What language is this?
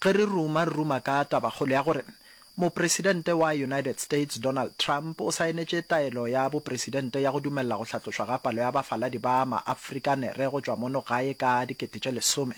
Northern Sotho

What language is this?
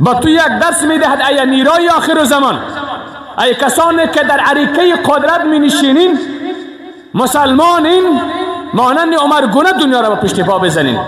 Persian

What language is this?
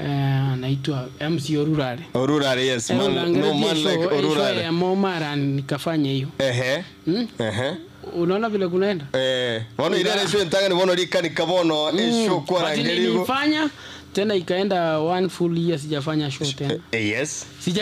Gusii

